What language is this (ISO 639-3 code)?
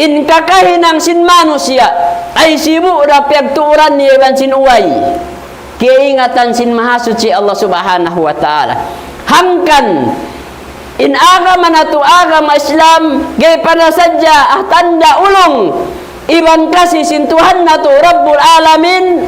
tsg